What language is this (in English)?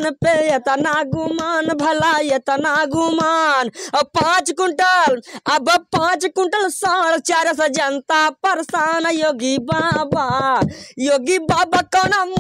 Bhojpuri